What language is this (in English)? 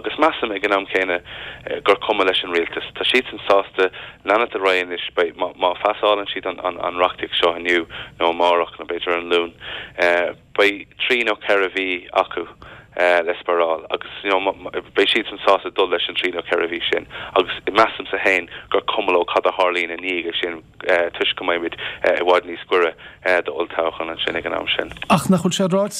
Irish